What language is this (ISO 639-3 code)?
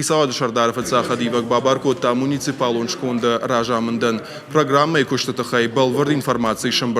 oss